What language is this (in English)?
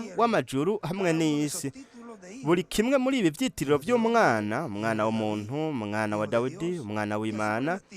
Rundi